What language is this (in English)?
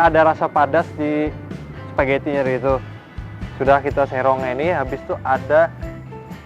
Banjar